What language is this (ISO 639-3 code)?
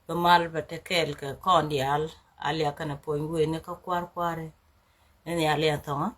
nus